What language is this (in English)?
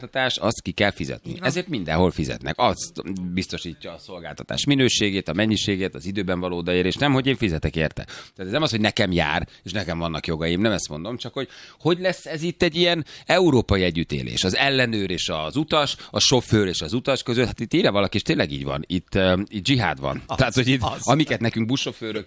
Hungarian